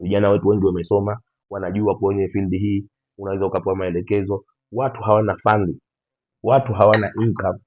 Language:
Swahili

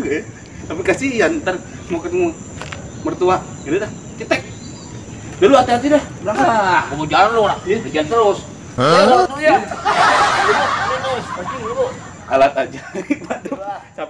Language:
Betawi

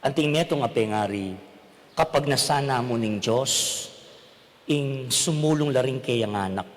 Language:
Pampanga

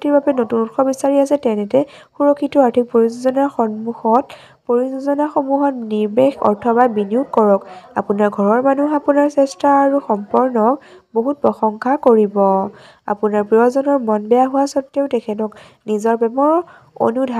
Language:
Assamese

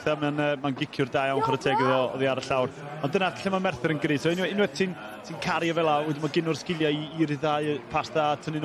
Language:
Welsh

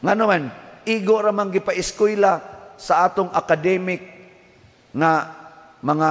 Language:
Cebuano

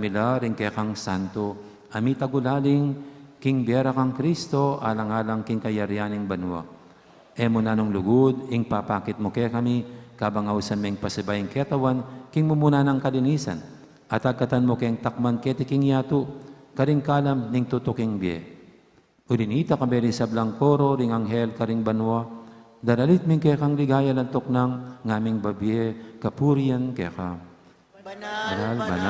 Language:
Pampanga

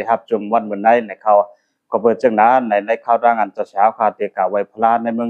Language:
Shan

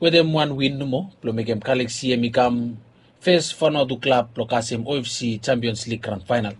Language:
Bislama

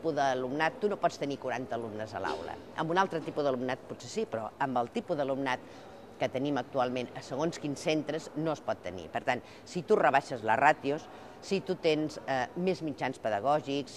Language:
Catalan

